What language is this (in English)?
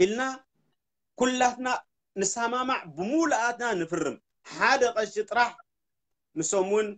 Tigrinya